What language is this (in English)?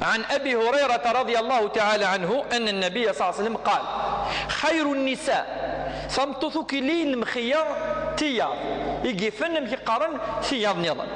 Kabyle